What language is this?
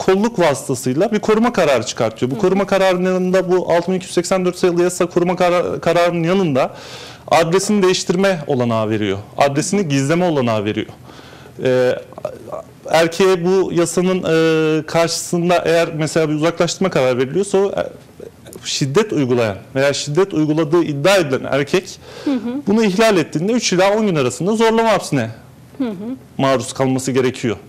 Turkish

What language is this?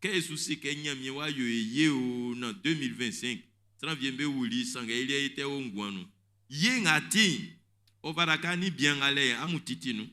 Baoulé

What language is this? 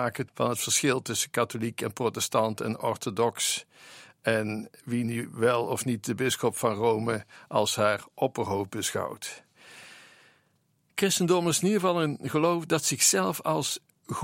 Dutch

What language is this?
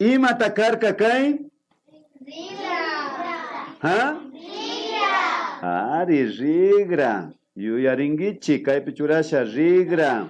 Imbabura Highland Quichua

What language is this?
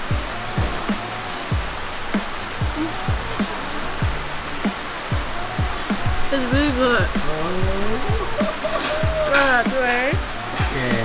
Burmese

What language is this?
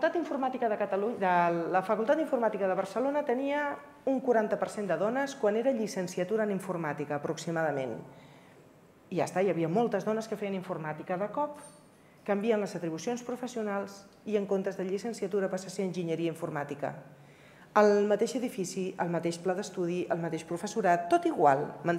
Catalan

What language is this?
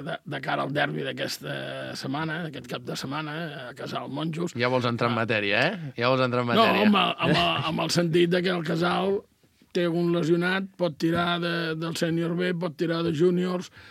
Catalan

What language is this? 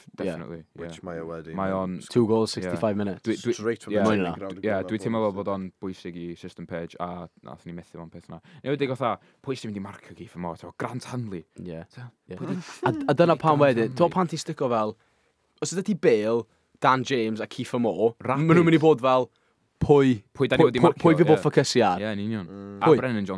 Welsh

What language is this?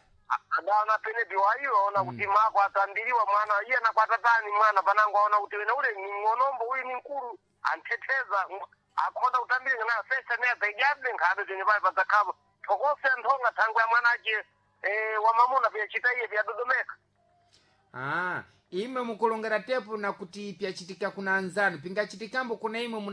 Sena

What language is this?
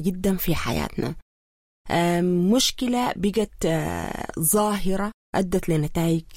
Sudanese Arabic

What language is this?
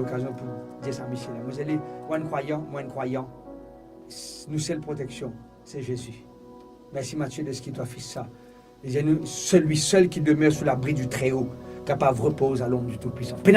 Morisyen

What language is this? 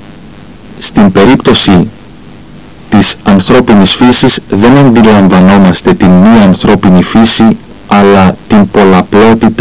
Greek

